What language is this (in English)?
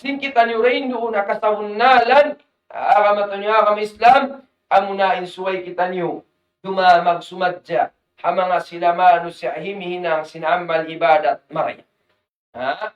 Tausug